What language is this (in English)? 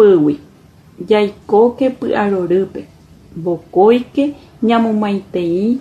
Guarani